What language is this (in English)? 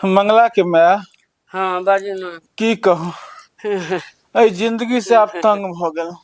Maithili